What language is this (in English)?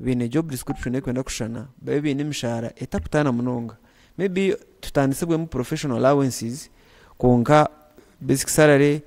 Nyankole